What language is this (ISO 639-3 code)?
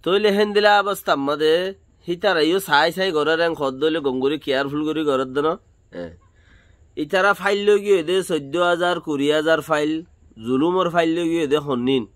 rhg